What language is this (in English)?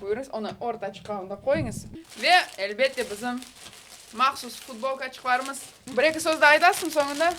Crimean Tatar